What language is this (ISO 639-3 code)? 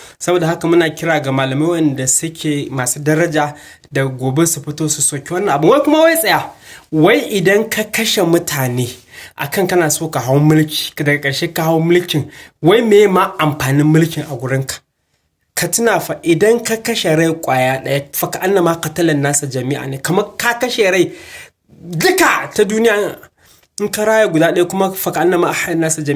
hau